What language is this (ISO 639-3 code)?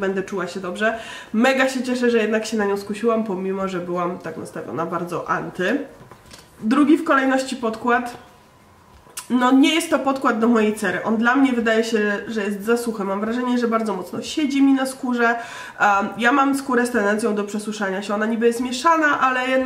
pol